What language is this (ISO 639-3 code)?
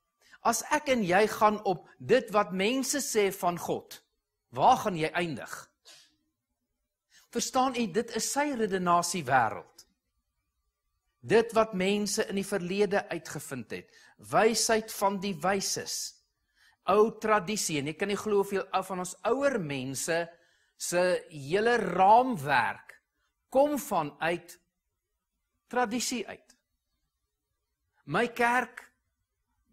afr